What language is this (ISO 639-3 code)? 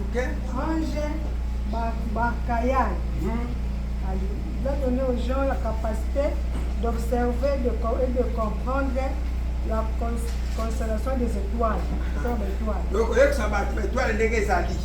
lin